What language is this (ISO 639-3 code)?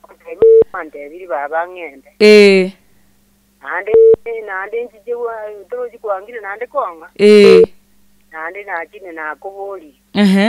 guz